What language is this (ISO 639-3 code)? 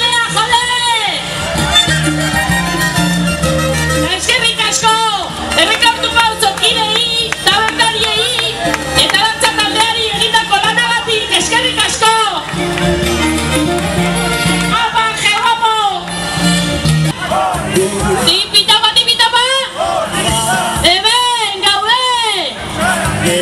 eus